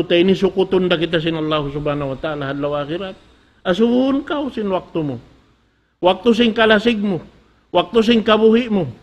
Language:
Tausug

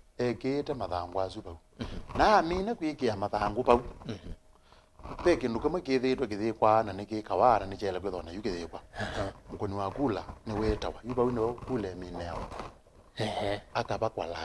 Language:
Kamba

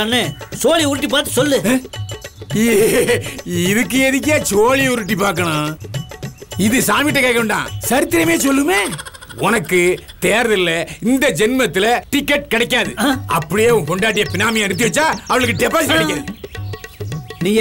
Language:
Tamil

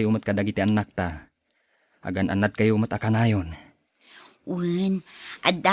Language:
Iloko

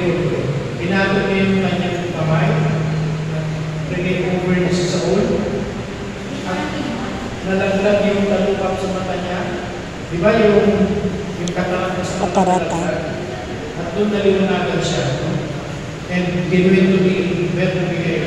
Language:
Filipino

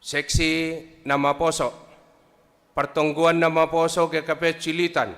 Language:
Batak Simalungun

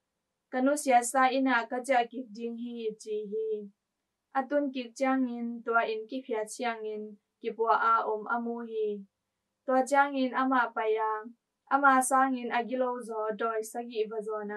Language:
Tedim Chin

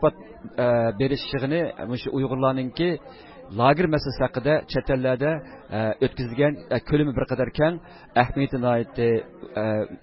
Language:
Uyghur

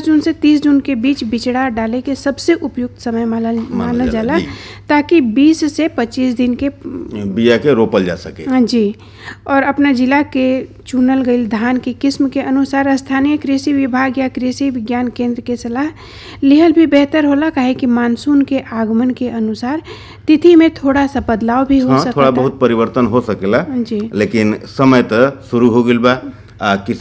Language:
Bhojpuri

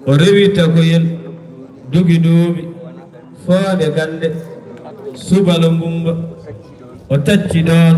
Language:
Fula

